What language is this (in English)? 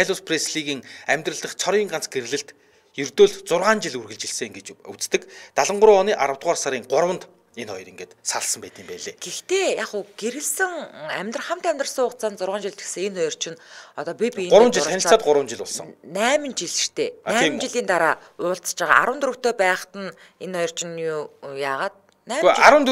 Mongolian